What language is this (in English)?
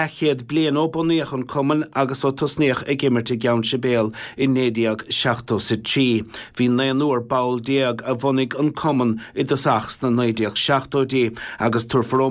Irish